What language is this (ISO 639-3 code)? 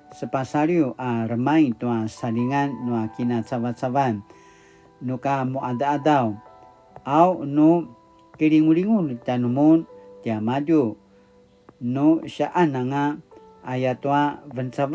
pwn